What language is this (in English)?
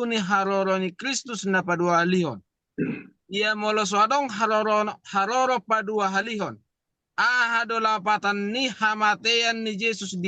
Batak Toba